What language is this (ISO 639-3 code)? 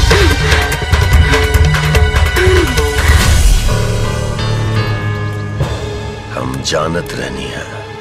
bho